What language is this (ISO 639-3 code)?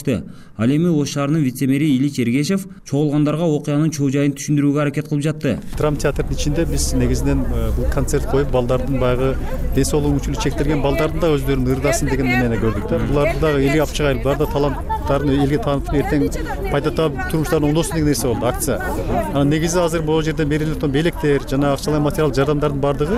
kir